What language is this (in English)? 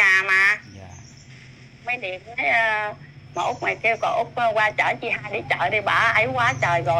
Vietnamese